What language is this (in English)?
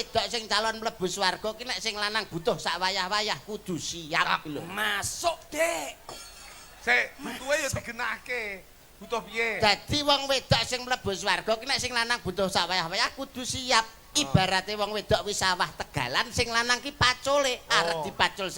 Javanese